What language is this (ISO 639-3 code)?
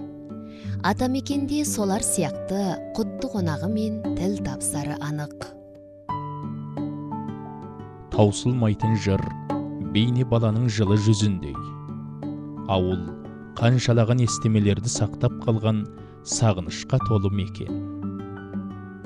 kaz